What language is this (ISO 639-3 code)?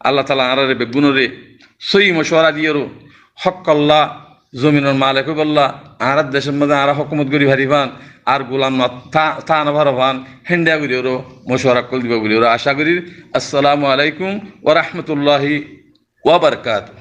rhg